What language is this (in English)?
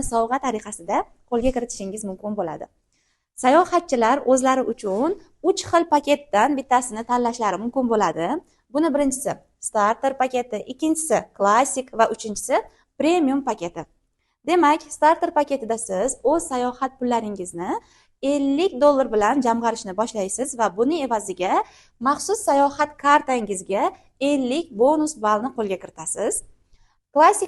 Uzbek